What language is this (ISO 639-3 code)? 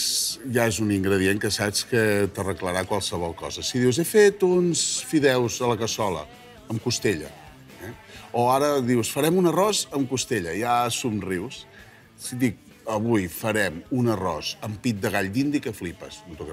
cat